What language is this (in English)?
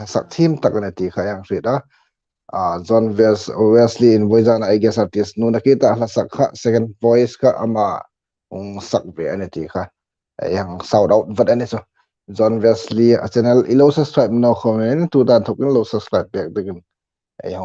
Hmar